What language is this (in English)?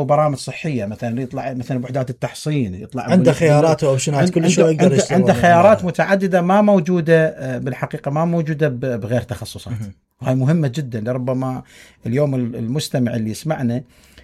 Mesopotamian Arabic